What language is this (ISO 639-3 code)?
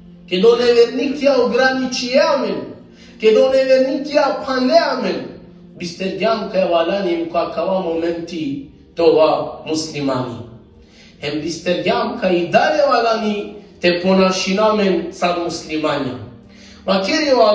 rmn